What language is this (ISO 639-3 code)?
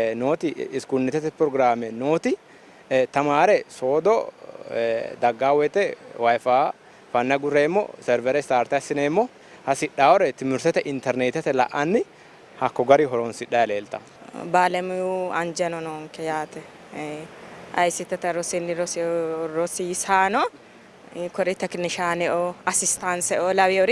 sid